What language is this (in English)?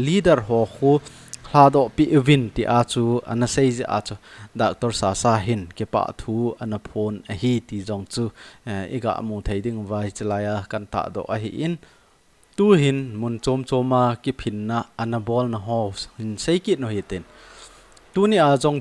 Thado Chin